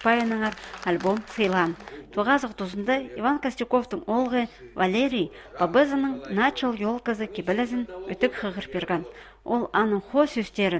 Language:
Khakas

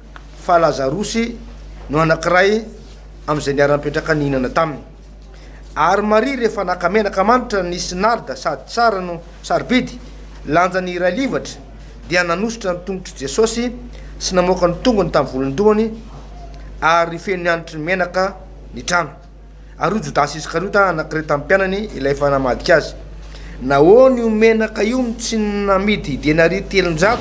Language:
Malagasy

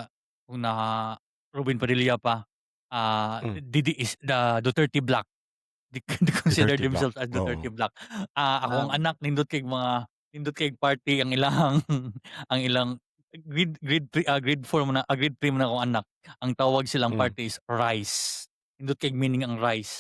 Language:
Cebuano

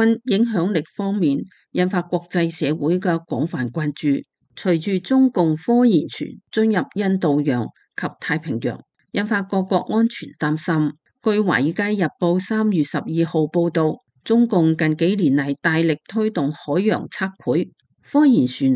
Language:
Cantonese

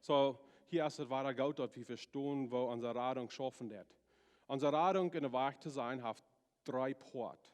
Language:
Plautdietsch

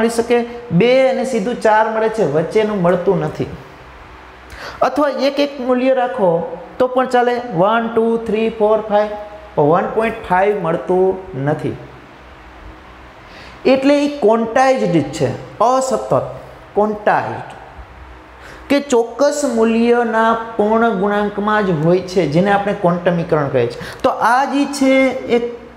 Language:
Gujarati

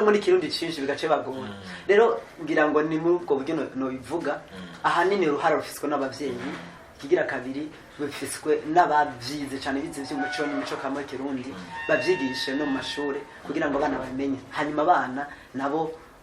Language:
Rundi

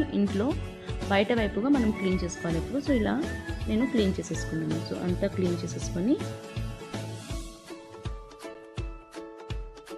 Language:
Telugu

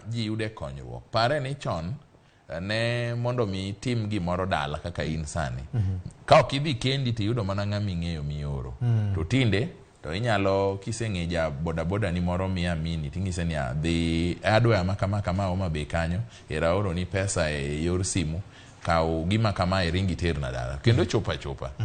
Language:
Luo (Kenya and Tanzania)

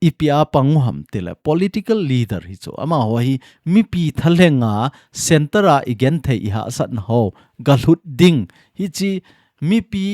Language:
Thado Chin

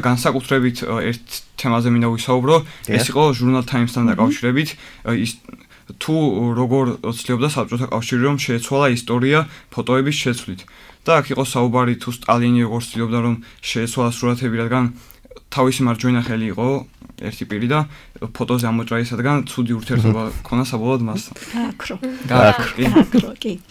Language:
Georgian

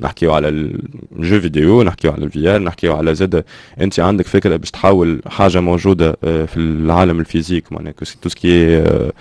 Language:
Tunisian Arabic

